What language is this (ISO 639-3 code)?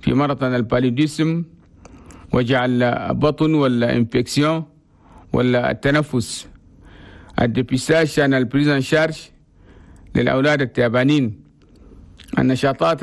shu